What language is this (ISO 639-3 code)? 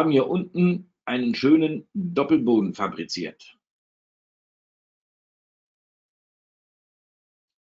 deu